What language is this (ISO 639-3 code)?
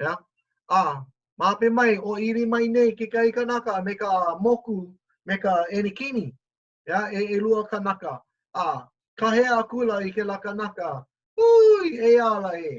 haw